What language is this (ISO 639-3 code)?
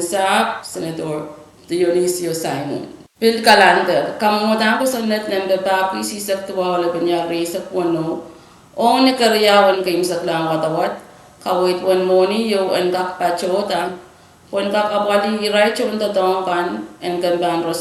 pon